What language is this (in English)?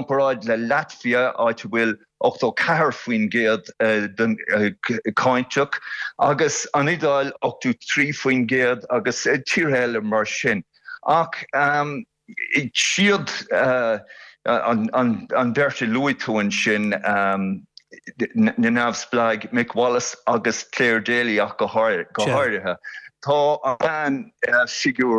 Irish